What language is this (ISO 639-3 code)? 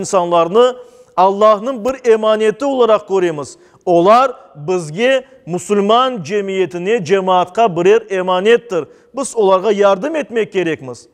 crh